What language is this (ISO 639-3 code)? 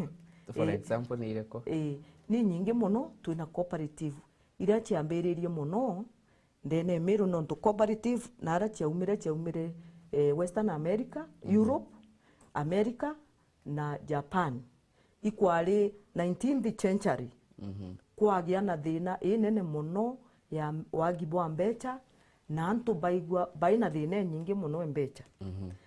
mer